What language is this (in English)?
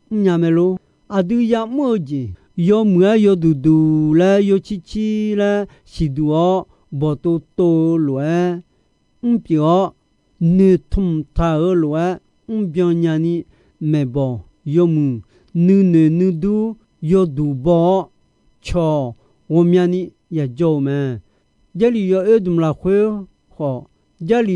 Akha